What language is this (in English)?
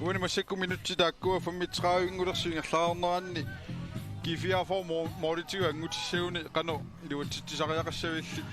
Kalaallisut